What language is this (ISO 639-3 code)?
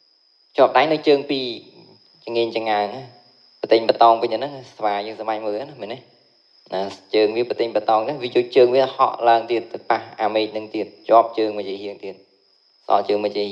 khm